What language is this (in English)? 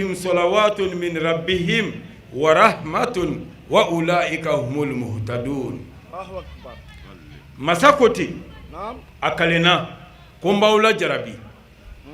Bambara